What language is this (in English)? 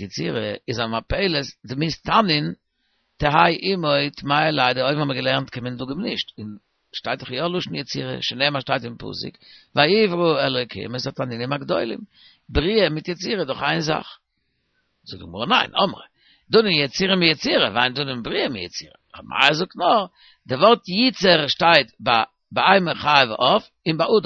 Yiddish